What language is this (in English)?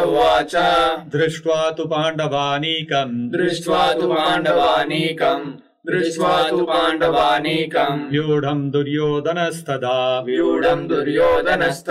Sanskrit